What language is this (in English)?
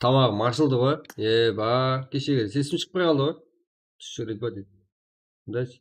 Kara-Kalpak